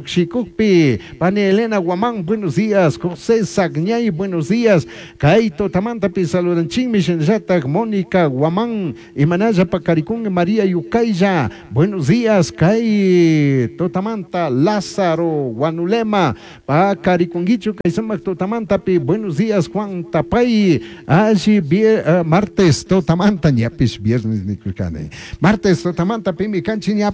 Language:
Chimborazo Highland Quichua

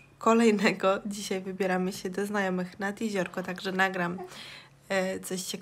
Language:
Polish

